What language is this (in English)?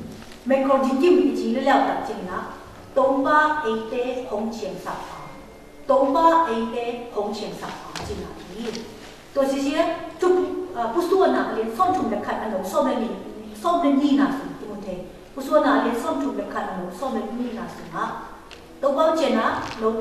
Tedim Chin